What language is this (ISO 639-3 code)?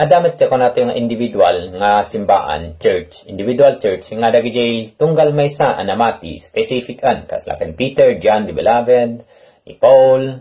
ilo